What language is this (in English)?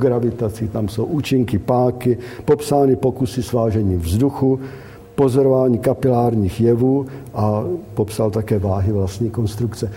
Czech